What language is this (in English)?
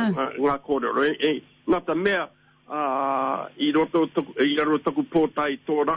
Māori